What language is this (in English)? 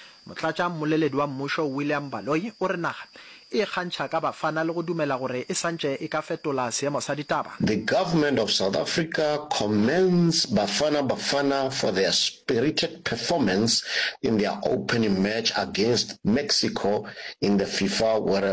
Northern Sotho